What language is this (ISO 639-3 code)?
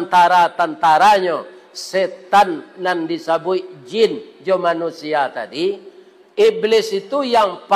min